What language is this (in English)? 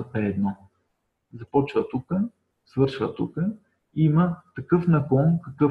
Bulgarian